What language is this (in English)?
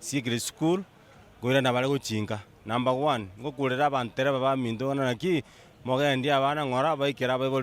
Gusii